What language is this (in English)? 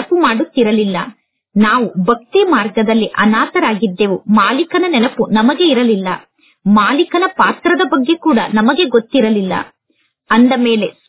Kannada